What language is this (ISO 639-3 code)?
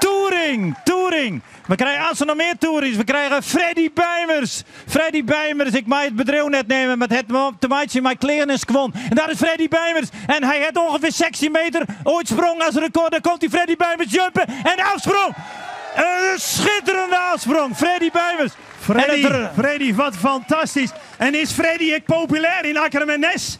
fry